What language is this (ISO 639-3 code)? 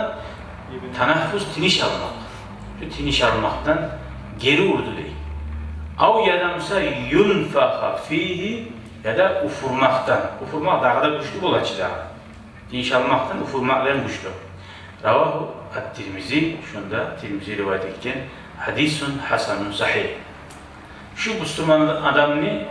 kum